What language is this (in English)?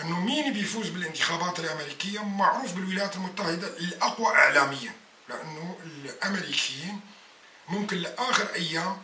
North Levantine Arabic